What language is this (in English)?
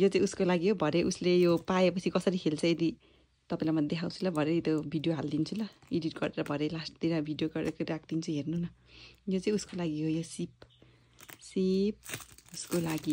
Nepali